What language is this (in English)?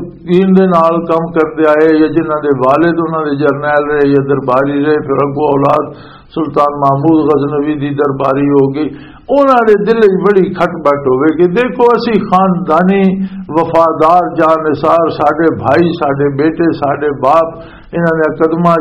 Western Panjabi